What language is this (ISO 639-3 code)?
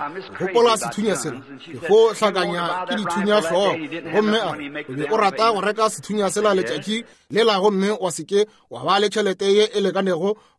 nso